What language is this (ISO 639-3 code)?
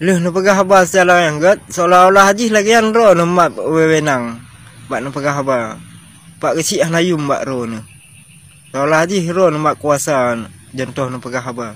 ace